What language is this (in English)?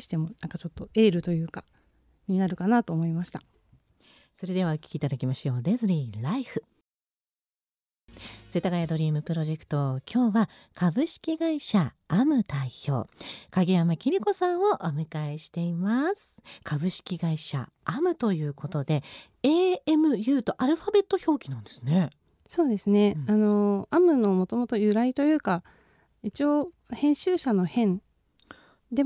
Japanese